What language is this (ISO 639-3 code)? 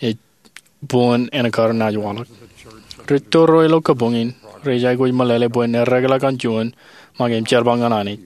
mah